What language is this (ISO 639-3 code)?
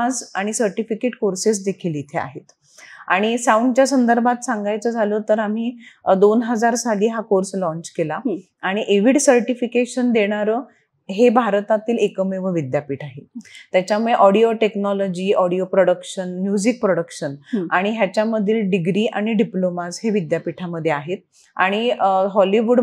mar